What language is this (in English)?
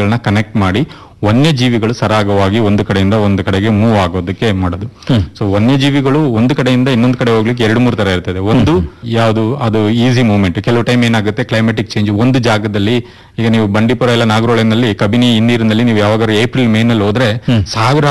Kannada